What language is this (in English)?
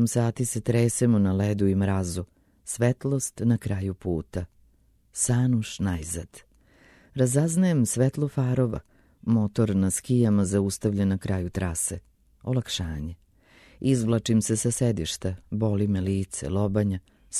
Serbian